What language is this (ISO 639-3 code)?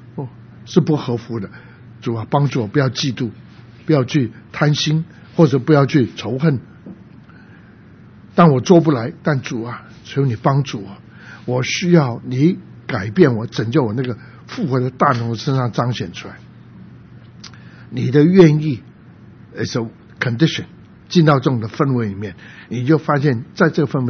zho